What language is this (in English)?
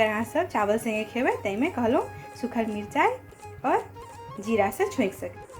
Maithili